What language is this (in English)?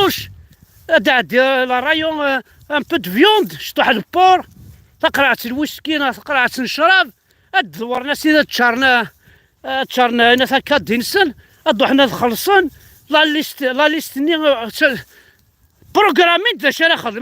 Kabyle